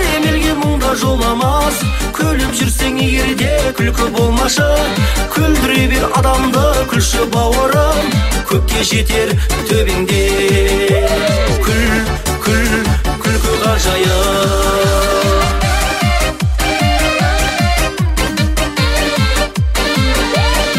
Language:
Kazakh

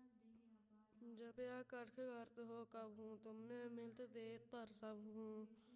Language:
Punjabi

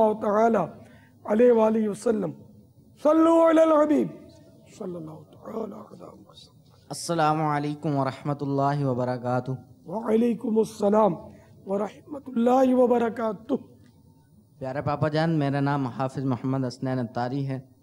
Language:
Urdu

